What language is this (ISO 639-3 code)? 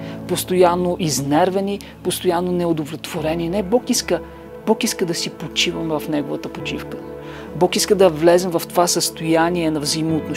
bul